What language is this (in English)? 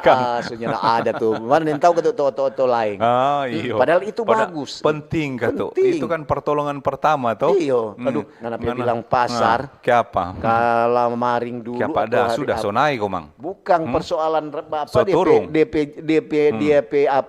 Manado Malay